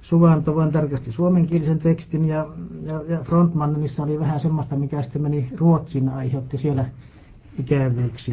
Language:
Finnish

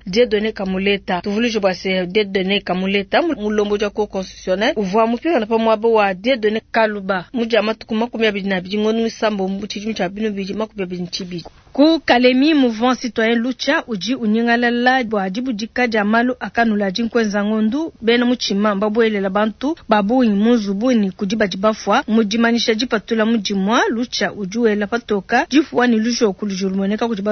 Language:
Luba-Lulua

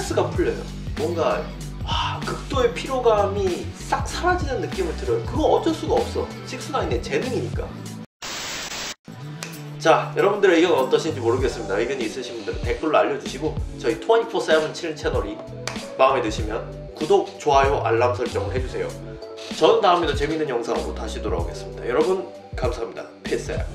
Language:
Korean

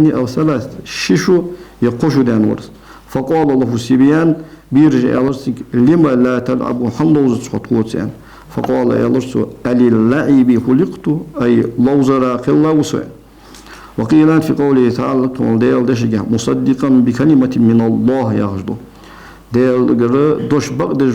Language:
Ingush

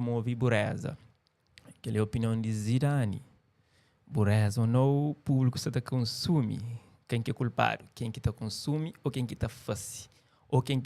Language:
Kabuverdianu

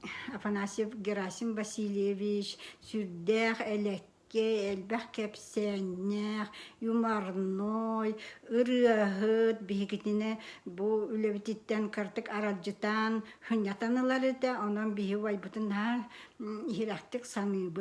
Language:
Yakut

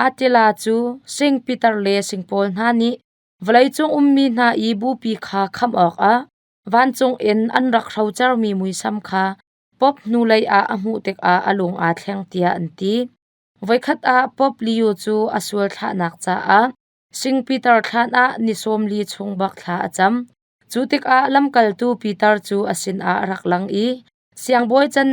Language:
Hakha Chin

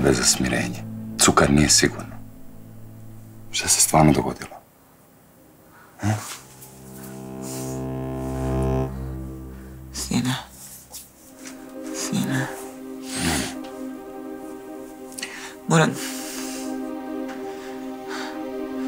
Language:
Croatian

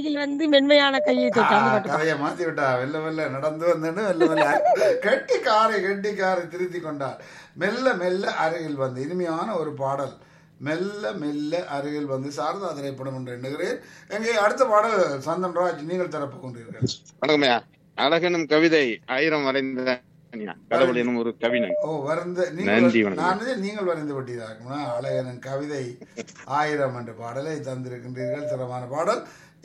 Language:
Tamil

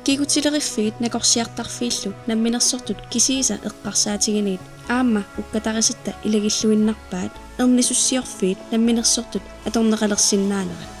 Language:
Kalaallisut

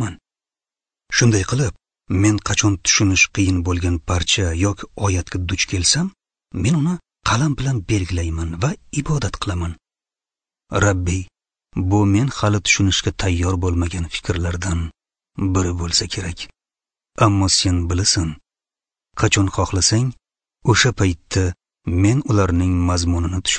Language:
Uzbek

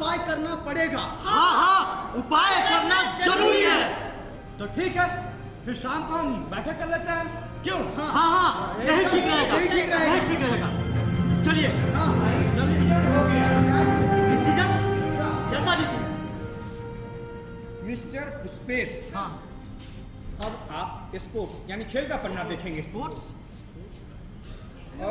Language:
Hindi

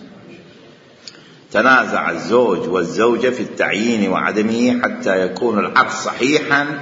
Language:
Arabic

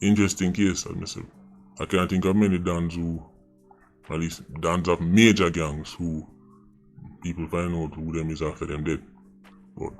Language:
Jamaican Creole English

